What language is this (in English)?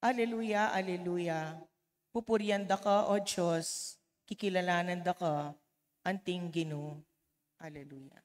Pampanga